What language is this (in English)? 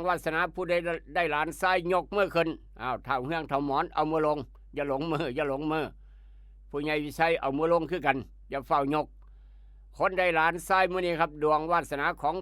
Northeastern Thai